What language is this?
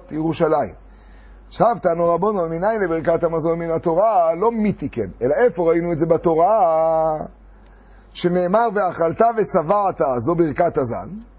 Hebrew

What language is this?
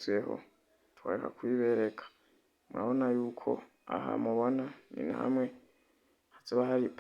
Rundi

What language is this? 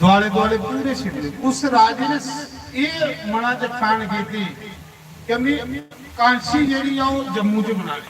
Dogri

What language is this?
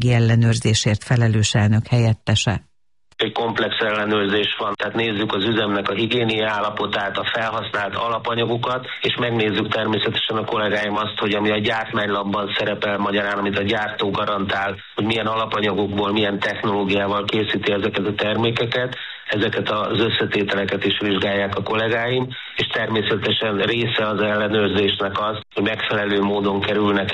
Hungarian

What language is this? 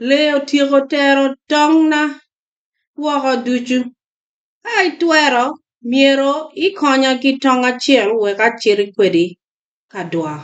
Acoli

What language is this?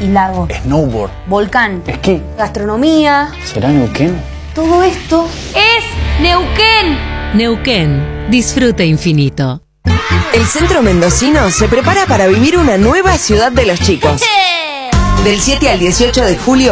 Spanish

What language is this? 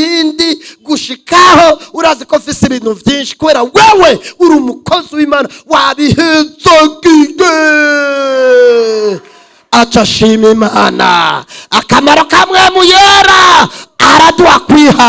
Rundi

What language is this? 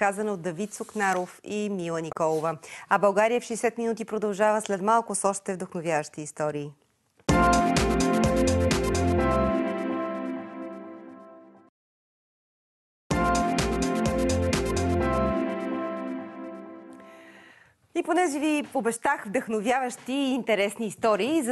Bulgarian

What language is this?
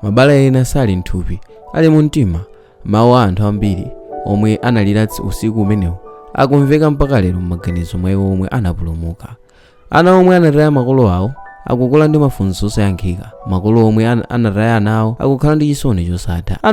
Nyanja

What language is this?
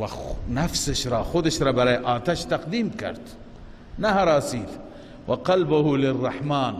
Persian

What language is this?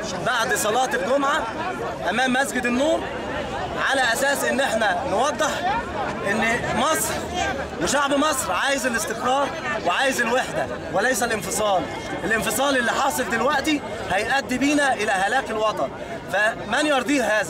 Egyptian Arabic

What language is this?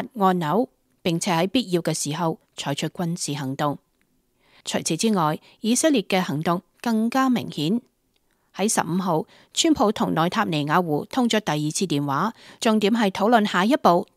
Cantonese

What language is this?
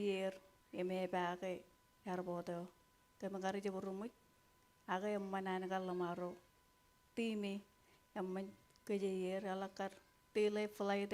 Marshallese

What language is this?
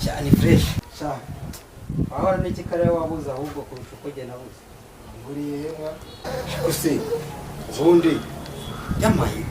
Kinyarwanda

